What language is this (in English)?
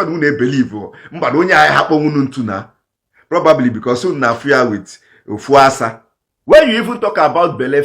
Igbo